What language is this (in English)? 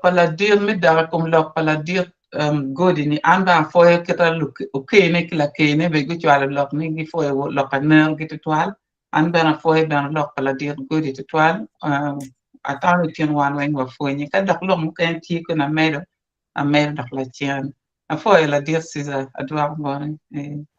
Acoli